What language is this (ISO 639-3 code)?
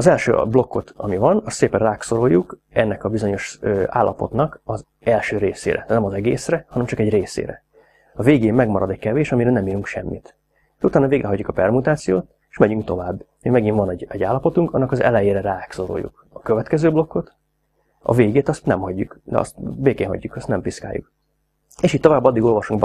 hun